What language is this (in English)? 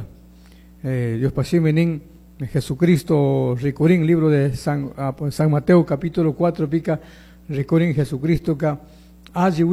Chimborazo Highland Quichua